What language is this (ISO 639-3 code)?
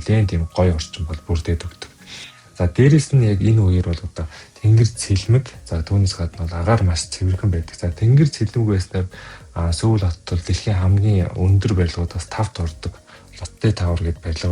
mon